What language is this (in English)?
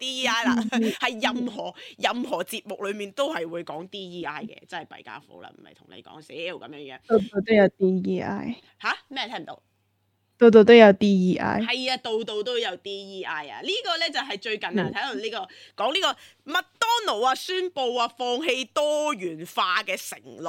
Cantonese